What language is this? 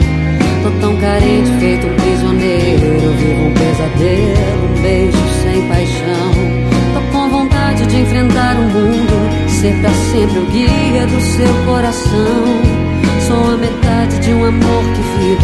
Portuguese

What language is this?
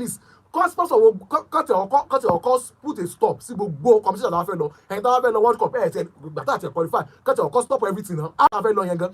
Yoruba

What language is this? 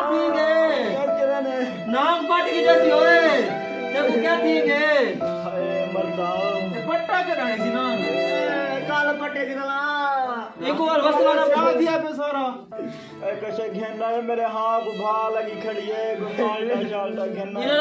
Saraiki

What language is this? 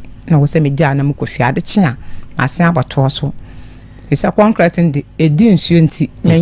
Akan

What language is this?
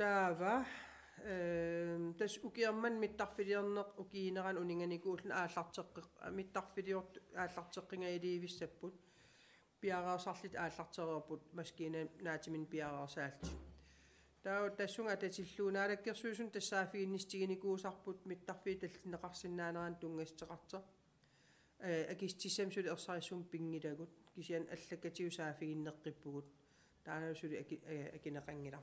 Kalaallisut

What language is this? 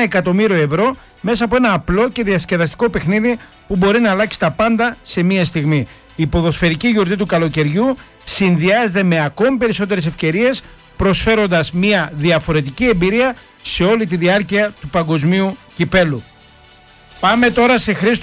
Greek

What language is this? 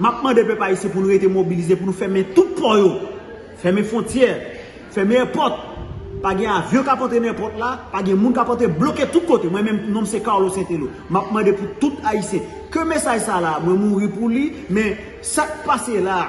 Haitian Creole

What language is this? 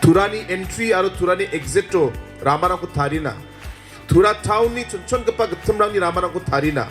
Garo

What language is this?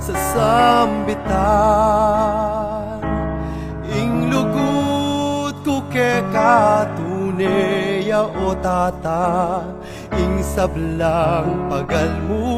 Pampanga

